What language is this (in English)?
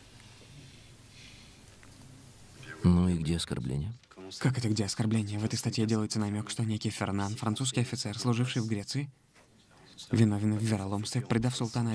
Russian